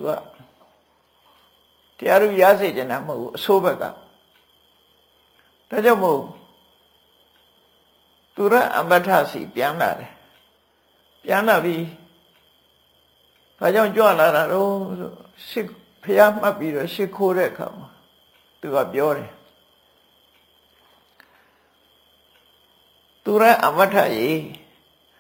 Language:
Burmese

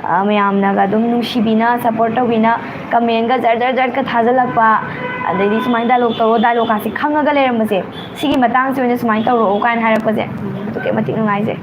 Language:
Manipuri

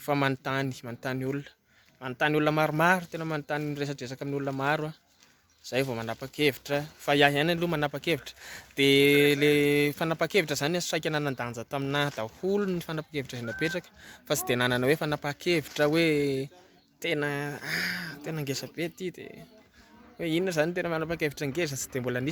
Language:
Malagasy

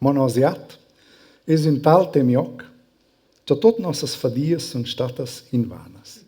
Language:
Romansh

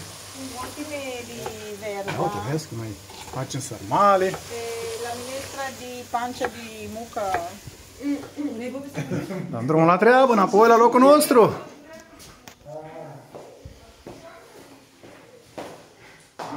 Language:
Romanian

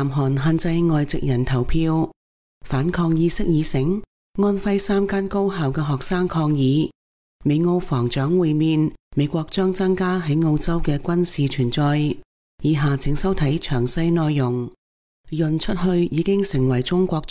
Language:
Cantonese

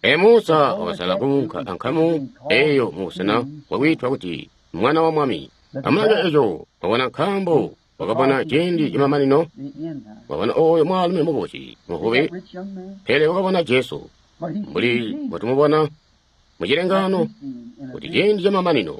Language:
Tonga (Zambia)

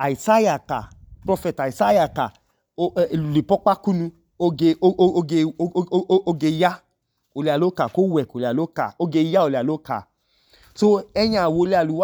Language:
Idoma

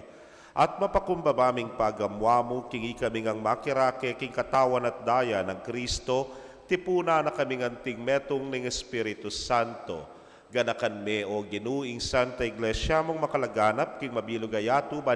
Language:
Pampanga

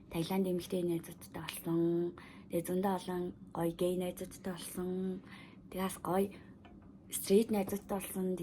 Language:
Mongolian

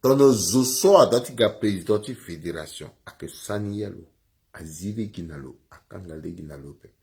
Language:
Sango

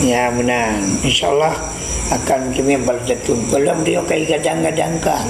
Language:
Achinese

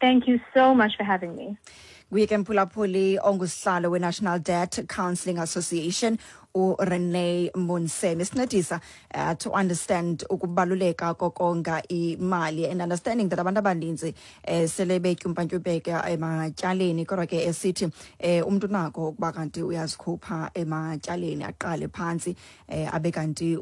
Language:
Xhosa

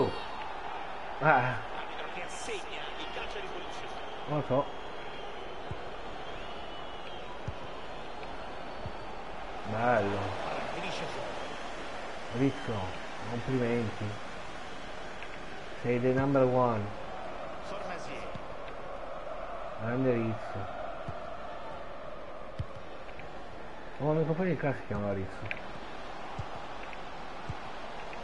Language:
Italian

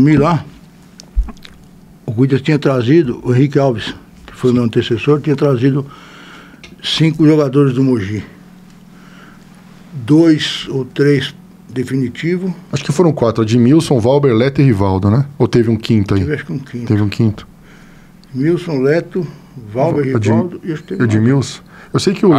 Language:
Portuguese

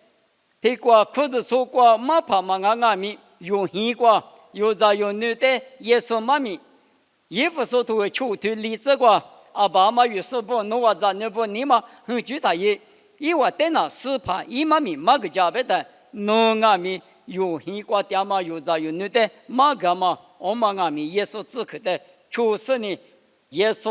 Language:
Lisu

